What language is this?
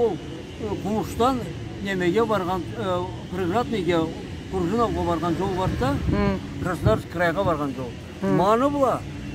Karachay-Balkar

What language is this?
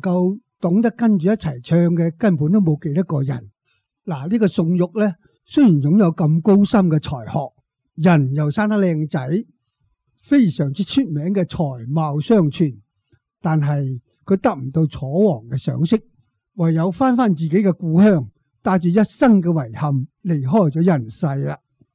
Cantonese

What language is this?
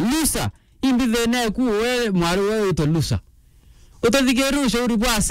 Meru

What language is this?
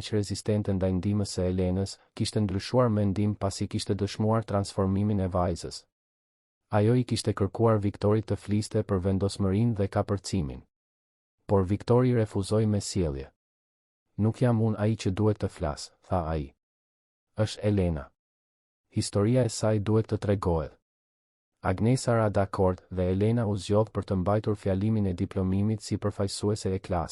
Albanian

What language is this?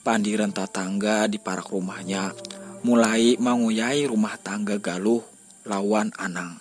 Banjar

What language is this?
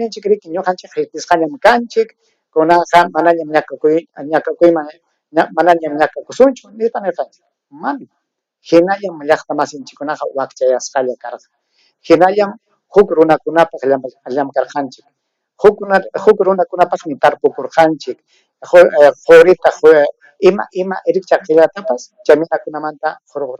Ayacucho Quechua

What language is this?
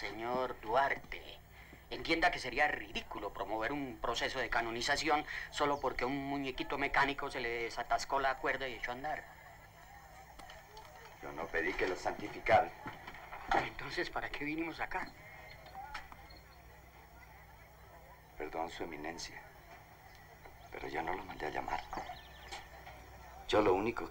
Spanish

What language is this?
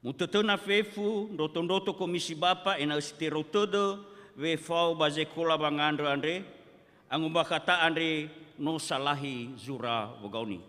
Nias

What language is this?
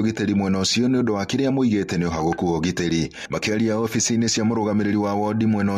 Kikuyu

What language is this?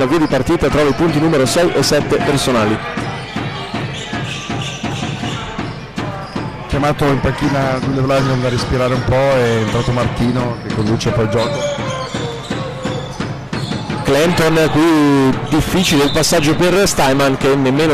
Italian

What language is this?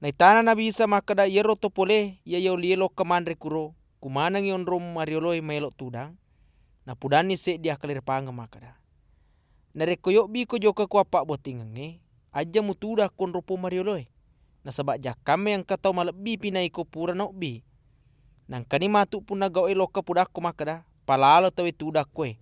Buginese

